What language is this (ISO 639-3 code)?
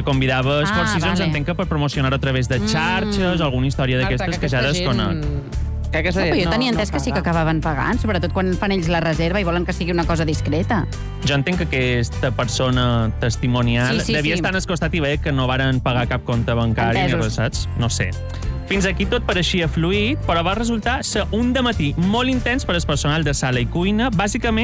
cat